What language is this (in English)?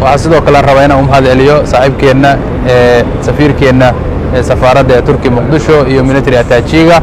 Somali